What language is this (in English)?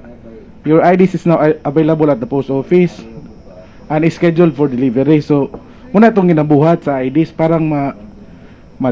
Cebuano